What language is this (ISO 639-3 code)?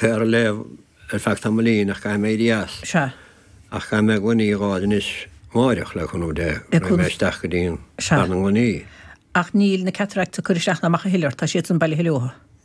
gle